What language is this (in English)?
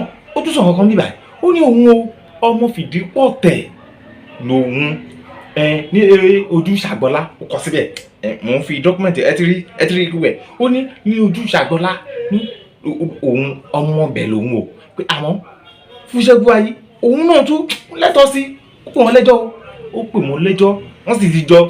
Yoruba